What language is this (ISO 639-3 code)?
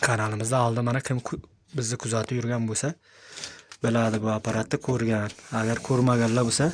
uzb